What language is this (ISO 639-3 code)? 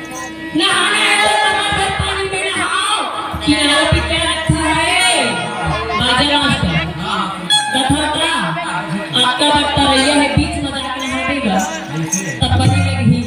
hne